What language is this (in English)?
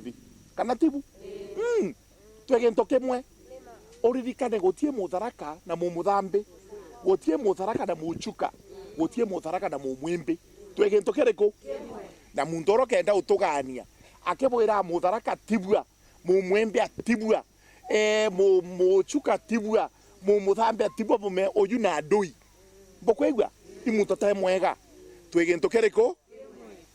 Meru